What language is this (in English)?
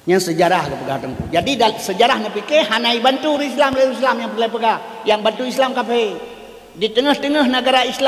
Achinese